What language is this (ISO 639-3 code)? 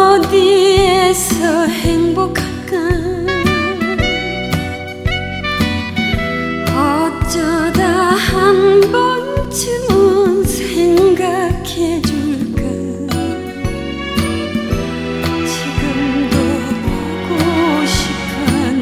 kor